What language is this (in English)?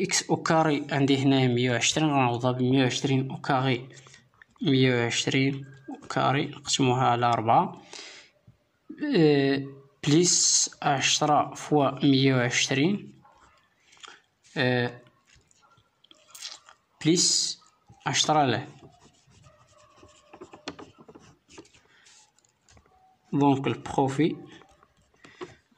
Moroccan Arabic